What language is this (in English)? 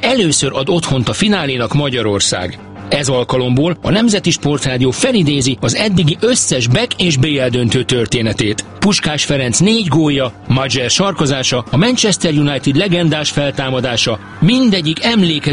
Hungarian